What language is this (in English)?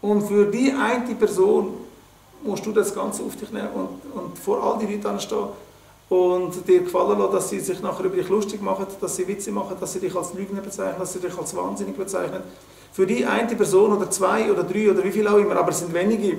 Swiss German